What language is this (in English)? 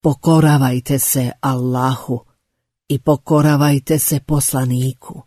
Bosnian